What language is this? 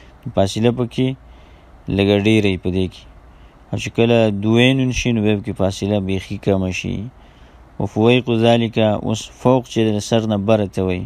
Pashto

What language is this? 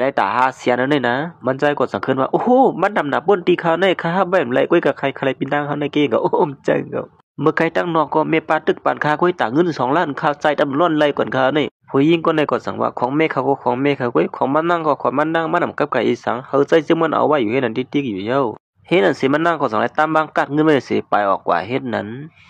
Shan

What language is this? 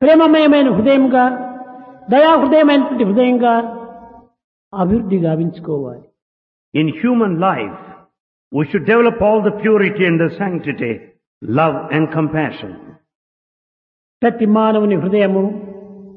Telugu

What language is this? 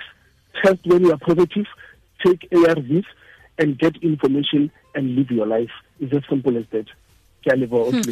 Tswana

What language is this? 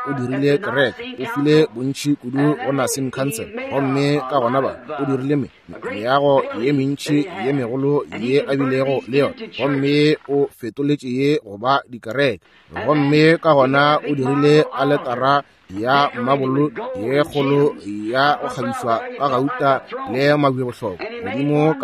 Northern Sotho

